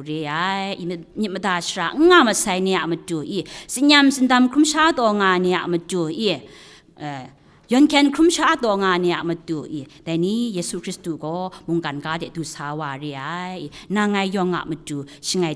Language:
Kachin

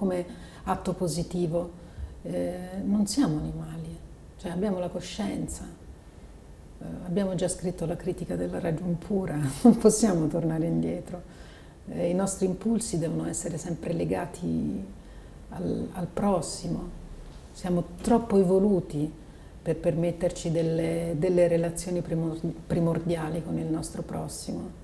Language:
Italian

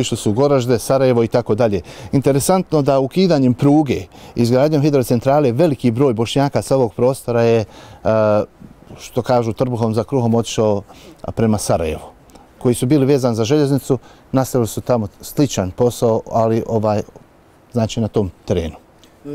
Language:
Bosnian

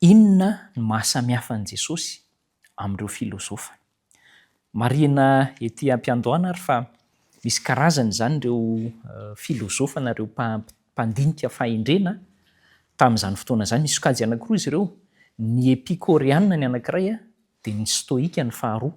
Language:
Malagasy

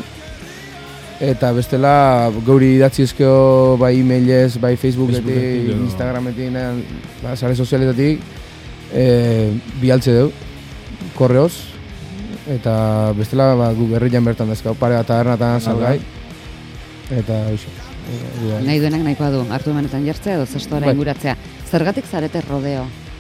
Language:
Basque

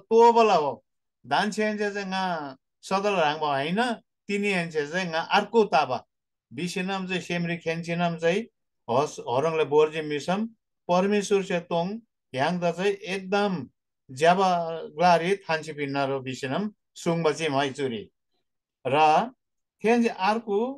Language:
Eastern Tamang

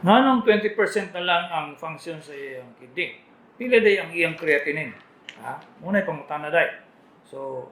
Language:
Cebuano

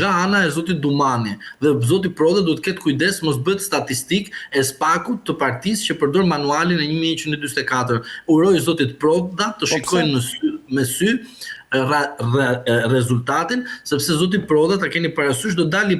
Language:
Albanian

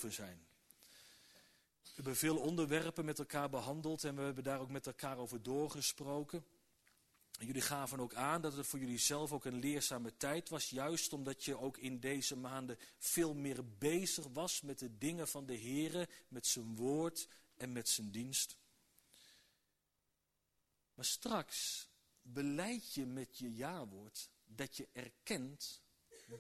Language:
Dutch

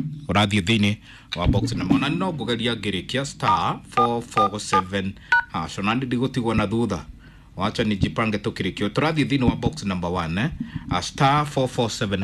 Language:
Kikuyu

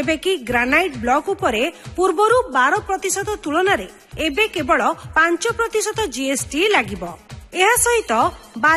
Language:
Odia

